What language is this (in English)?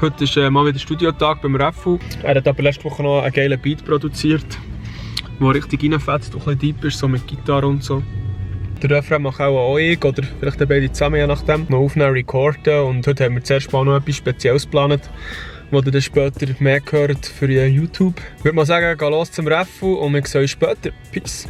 Swiss German